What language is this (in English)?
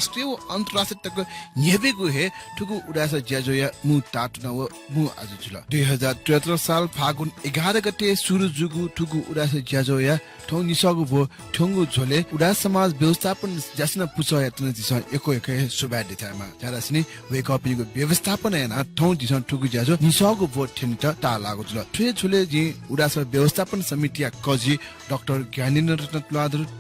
Newari